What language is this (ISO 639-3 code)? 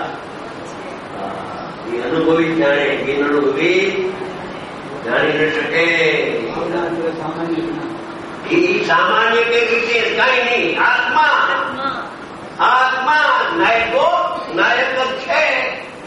guj